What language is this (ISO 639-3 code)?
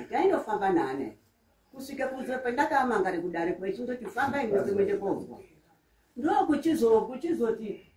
sna